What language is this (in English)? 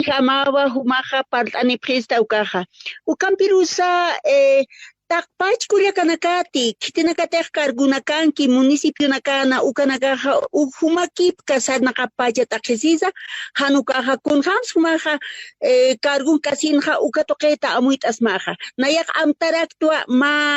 Aymara